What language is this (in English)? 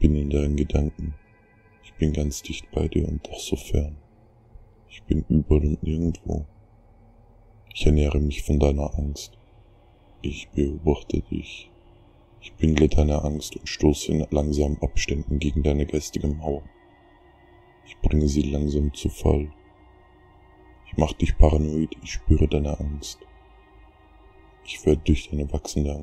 German